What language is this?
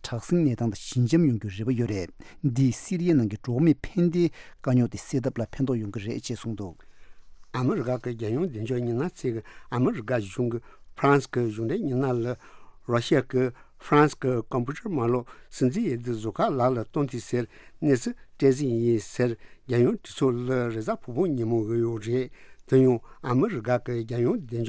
Tibetan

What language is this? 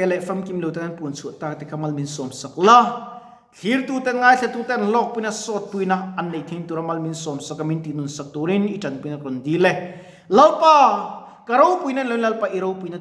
Mizo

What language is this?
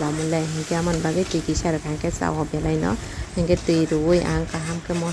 Kok Borok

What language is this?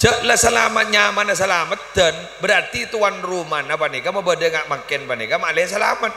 Madurese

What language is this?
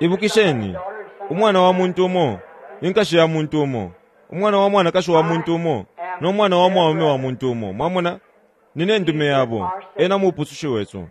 Bemba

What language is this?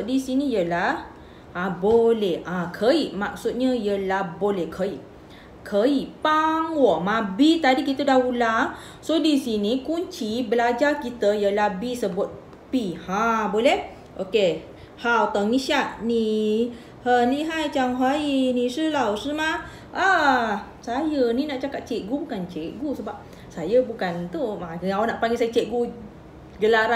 Malay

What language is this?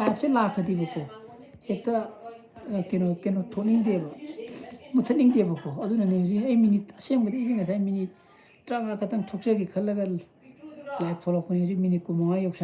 Manipuri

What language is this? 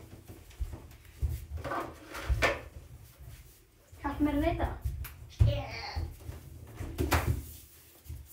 Icelandic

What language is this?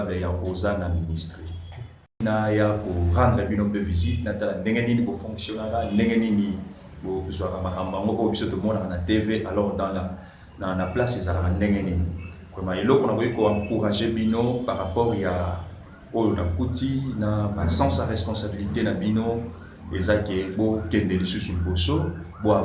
Lingala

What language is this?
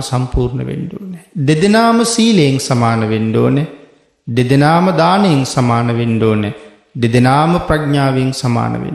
Sinhala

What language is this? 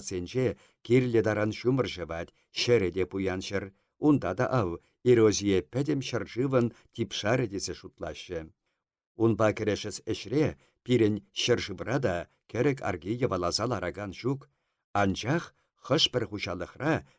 Chuvash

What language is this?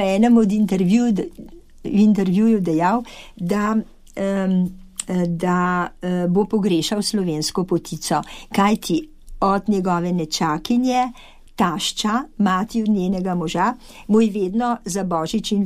Slovenian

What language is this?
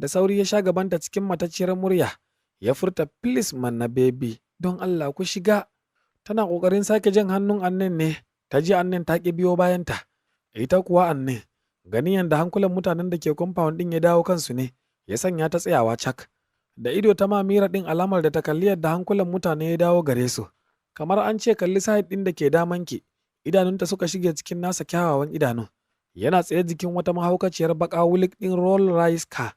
Hausa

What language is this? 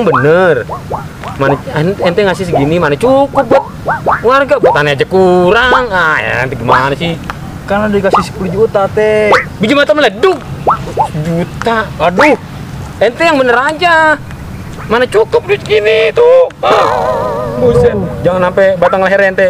Betawi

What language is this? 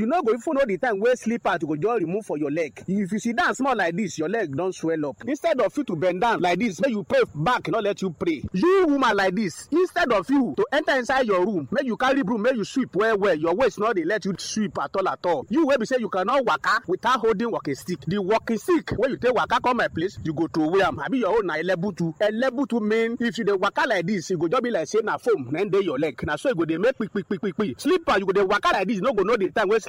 Nigerian Pidgin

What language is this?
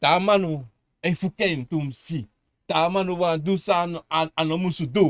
Sranan Tongo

